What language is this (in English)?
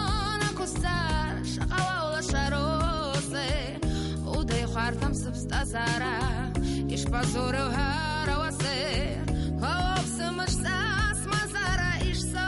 Abkhazian